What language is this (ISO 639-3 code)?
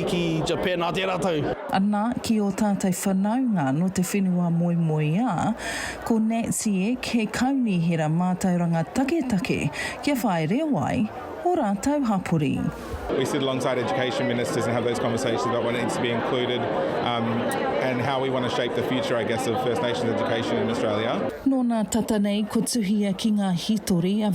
mri